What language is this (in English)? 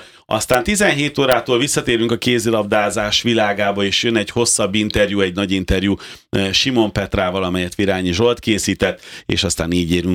Hungarian